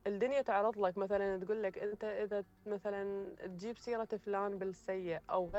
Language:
Mesopotamian Arabic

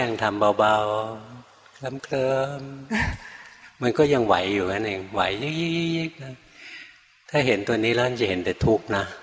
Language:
Thai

